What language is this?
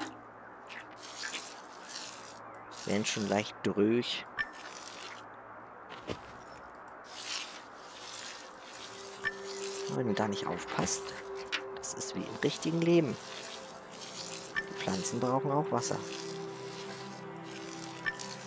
German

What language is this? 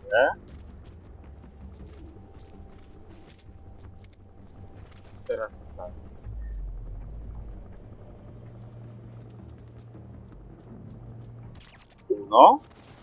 Polish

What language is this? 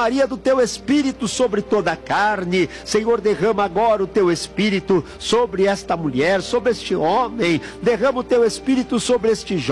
Portuguese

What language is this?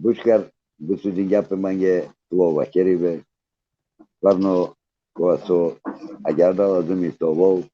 Balkan Romani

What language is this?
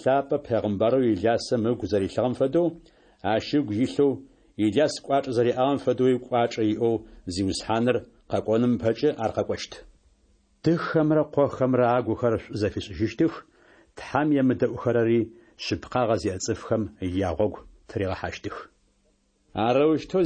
Adyghe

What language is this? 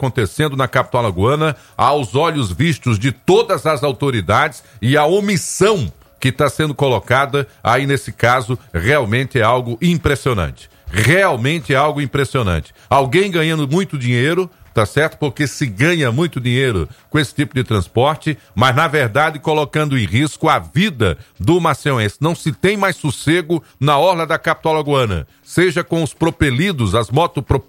Portuguese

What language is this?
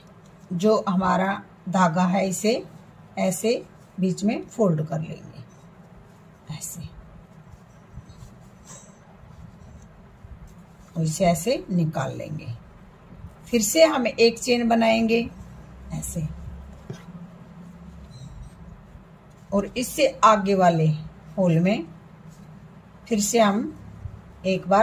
Hindi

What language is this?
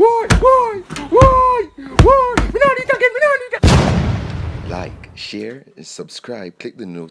Jamaican Creole English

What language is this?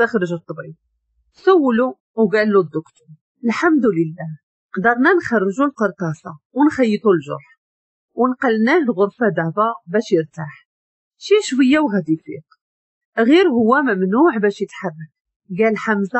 Moroccan Arabic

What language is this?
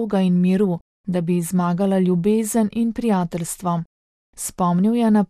Slovenian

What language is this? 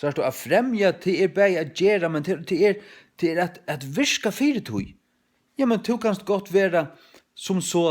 Faroese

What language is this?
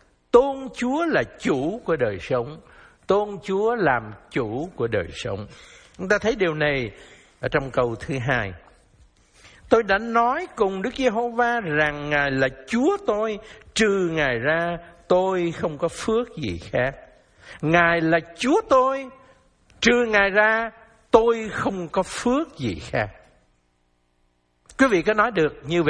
Vietnamese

